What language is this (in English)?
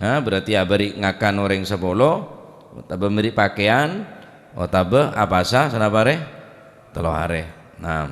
Madurese